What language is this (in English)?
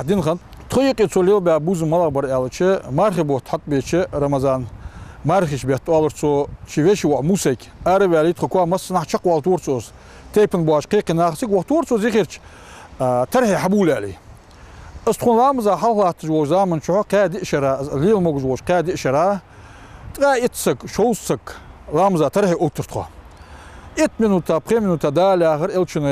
Ingush